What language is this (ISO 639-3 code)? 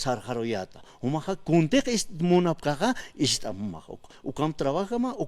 aym